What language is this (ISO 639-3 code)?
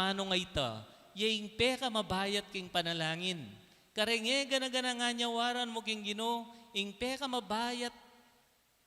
pam